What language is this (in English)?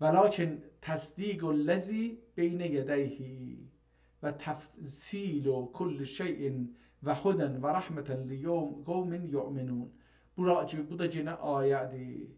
South Azerbaijani